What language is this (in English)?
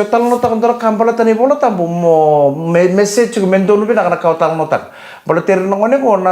Fijian